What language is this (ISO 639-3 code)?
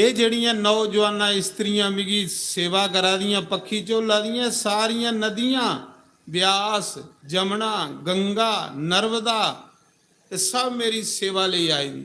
doi